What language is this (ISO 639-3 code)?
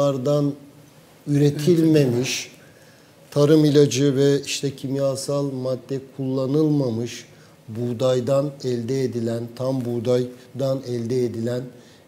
tur